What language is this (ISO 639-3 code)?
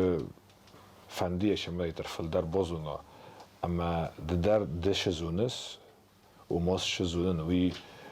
oss